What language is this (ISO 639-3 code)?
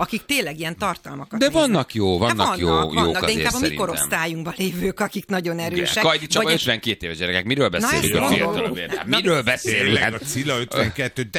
hun